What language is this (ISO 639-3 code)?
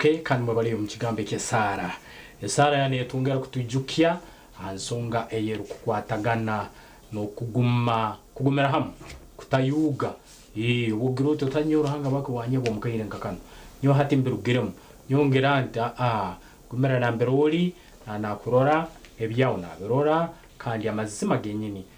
nyn